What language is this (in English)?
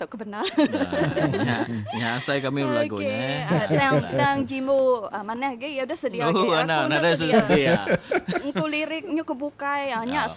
Iban